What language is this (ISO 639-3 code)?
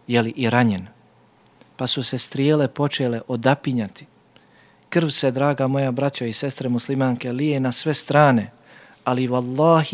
bos